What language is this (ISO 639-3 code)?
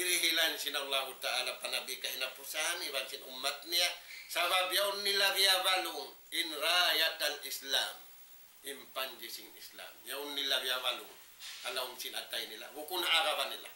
tsg